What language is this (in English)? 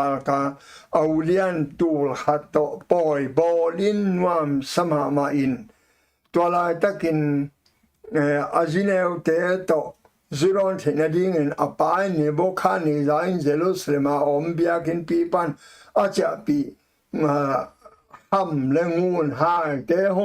Tedim Chin